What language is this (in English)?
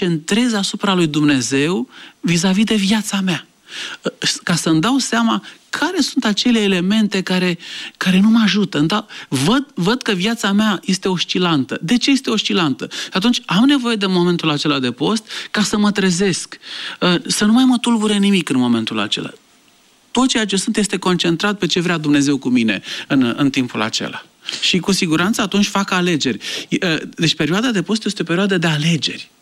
Romanian